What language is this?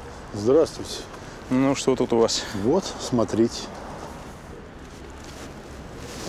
Russian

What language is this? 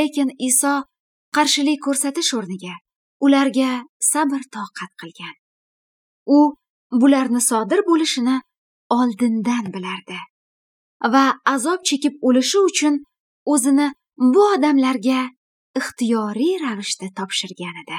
Uzbek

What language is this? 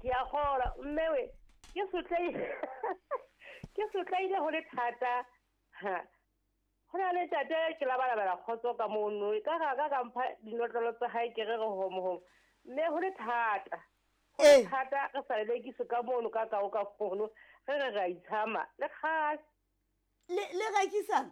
Southern Sotho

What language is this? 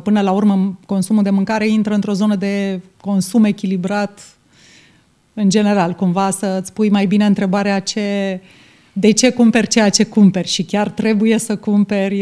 Romanian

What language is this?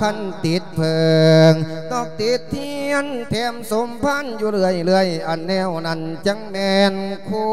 Lao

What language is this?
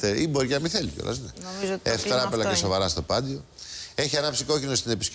Greek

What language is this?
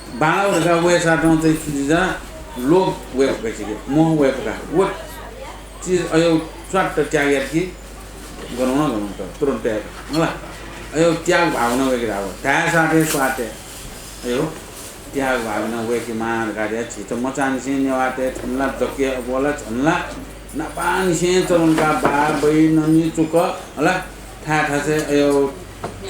Newari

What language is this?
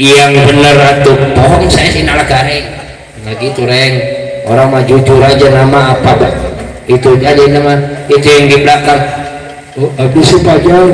Betawi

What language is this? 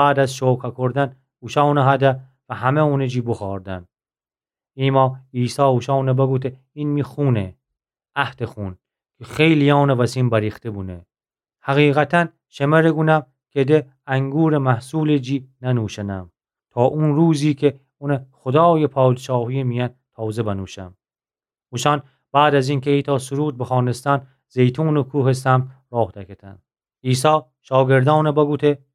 Gilaki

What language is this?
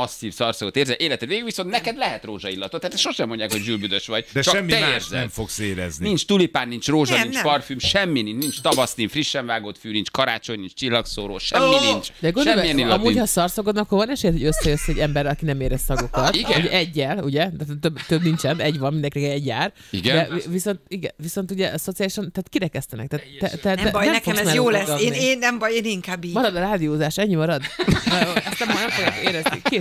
Hungarian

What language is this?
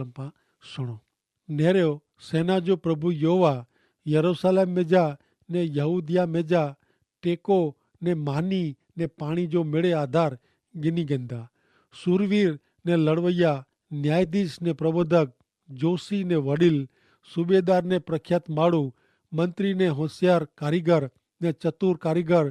Kachhi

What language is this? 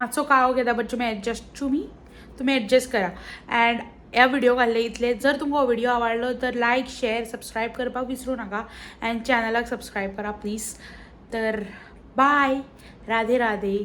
Konkani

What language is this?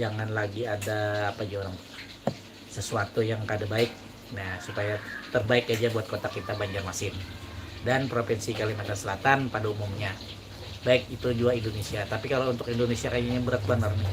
Banjar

